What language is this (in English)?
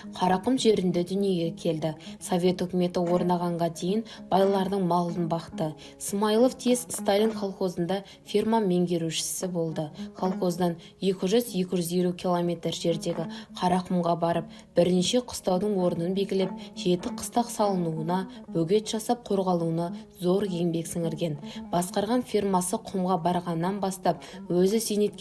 Kazakh